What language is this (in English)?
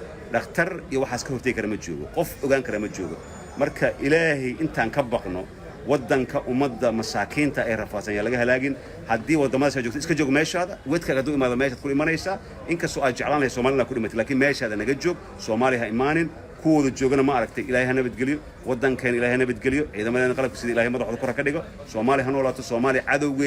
Somali